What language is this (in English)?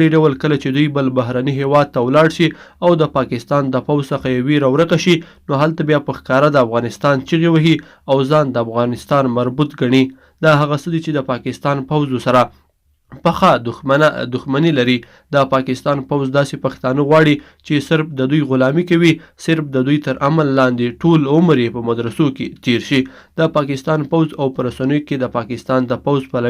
Pashto